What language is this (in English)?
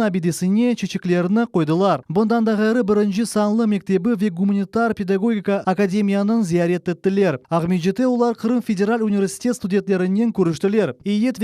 Crimean Tatar